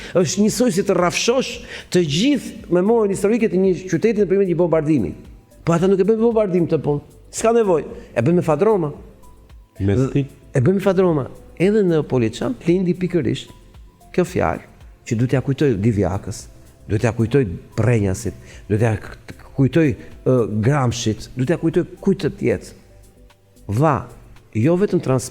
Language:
Albanian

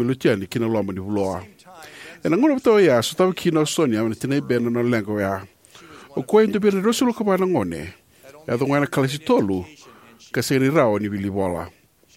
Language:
Fijian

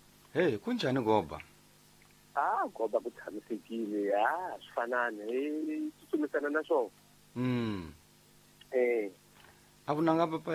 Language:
Tsonga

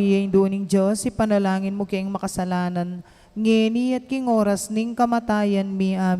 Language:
Pampanga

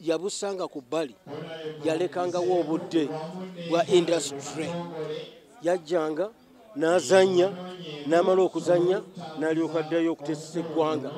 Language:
Ganda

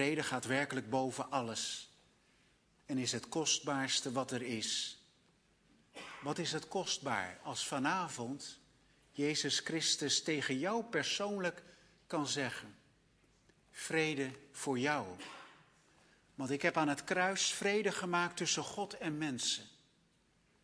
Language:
Dutch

